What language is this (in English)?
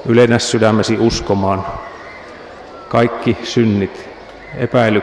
Finnish